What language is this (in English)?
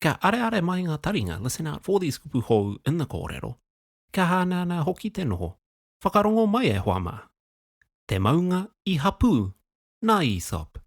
Māori